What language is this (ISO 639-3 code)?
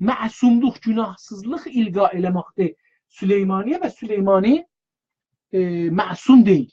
azb